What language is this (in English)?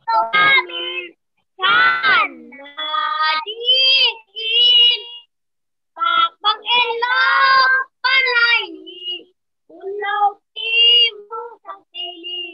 Tedim Chin